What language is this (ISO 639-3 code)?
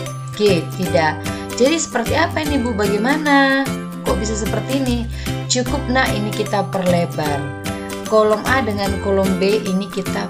ind